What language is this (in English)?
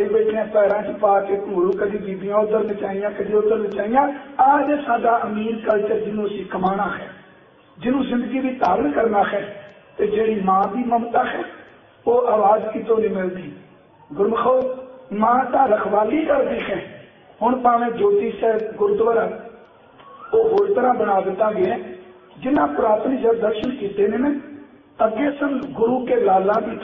Punjabi